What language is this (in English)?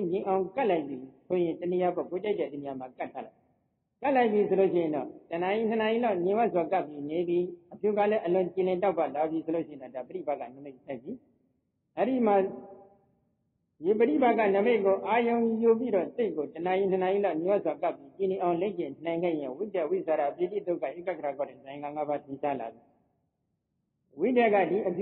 Burmese